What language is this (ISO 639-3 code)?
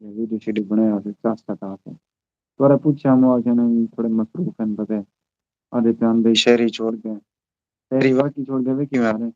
skr